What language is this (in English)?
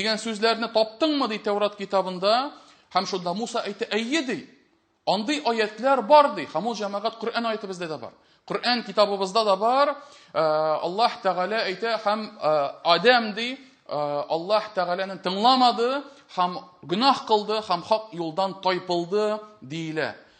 Tatar